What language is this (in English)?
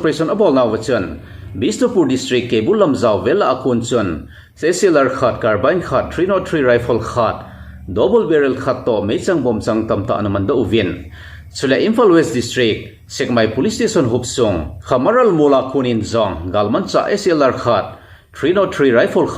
Thado Chin